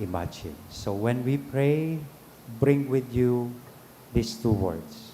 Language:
Bikol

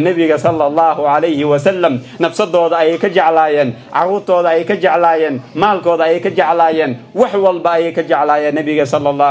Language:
Somali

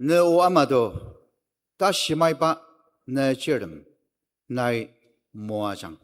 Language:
Ao Naga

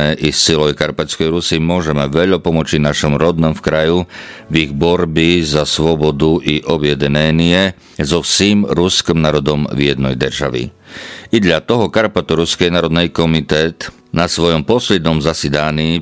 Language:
Rusyn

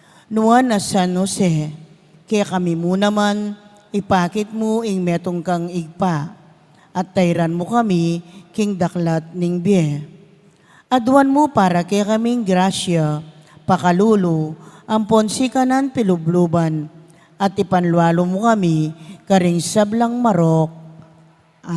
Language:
Pampanga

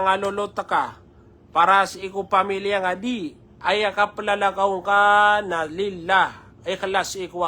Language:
Maranao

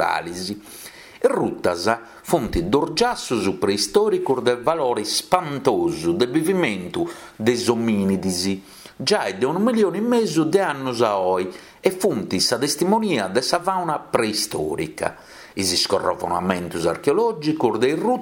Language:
Sardinian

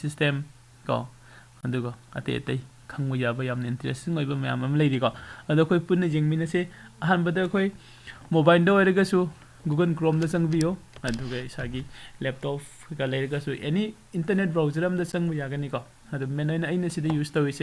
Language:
Manipuri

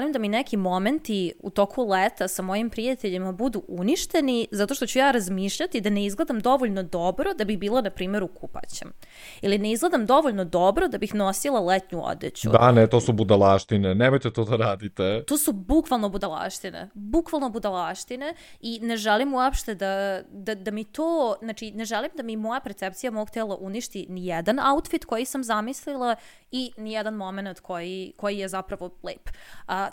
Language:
Serbian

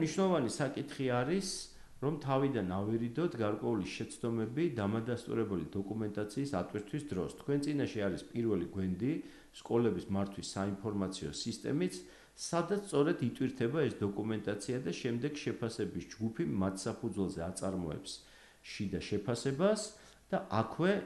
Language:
Georgian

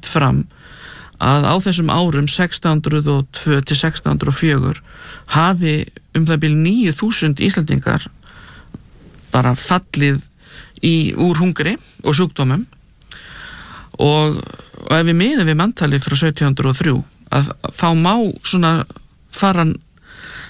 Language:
Icelandic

